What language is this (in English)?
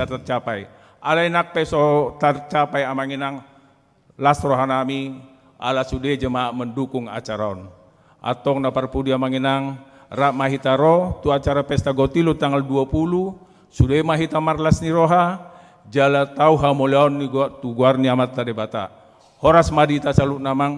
Batak Toba